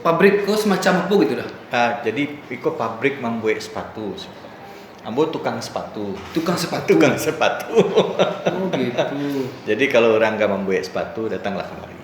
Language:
Minangkabau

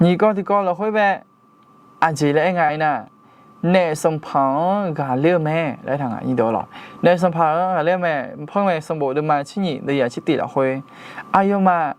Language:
Akha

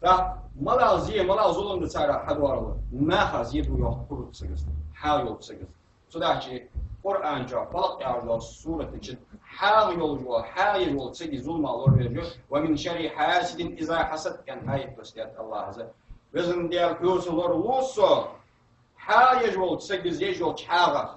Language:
Ingush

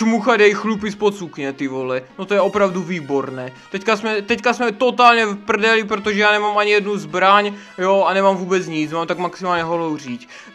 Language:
Czech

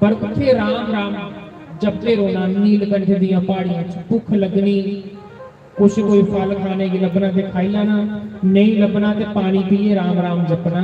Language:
Dogri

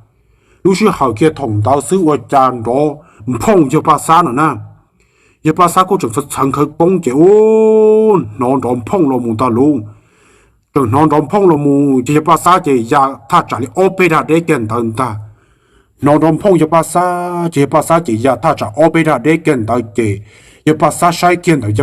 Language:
Hmong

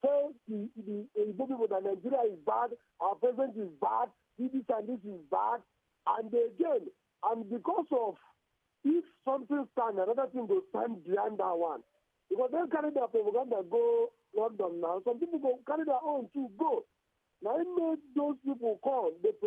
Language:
Nigerian Pidgin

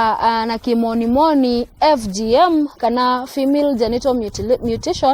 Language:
Meru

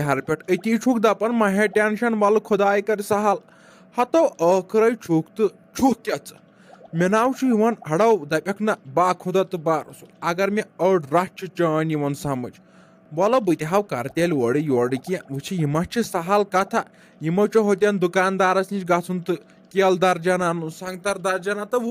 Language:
Kashmiri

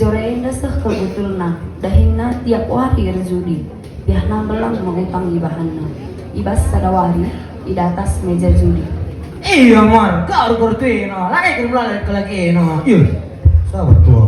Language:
Batak Karo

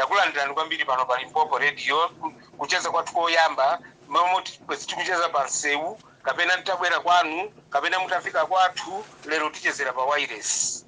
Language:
Nyanja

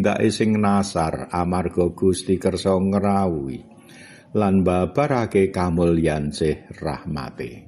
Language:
Javanese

